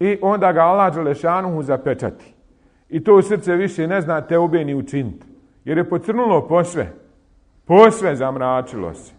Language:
Bosnian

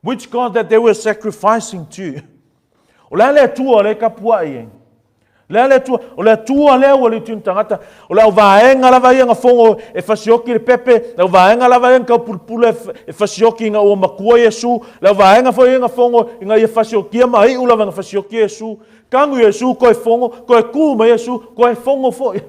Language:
Samoan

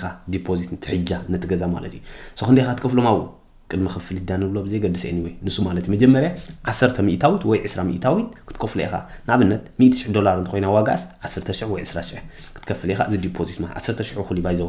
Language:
Tigrinya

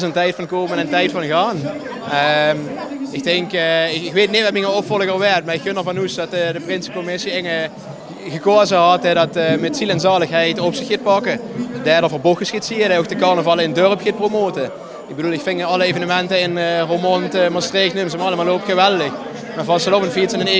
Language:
Limburgish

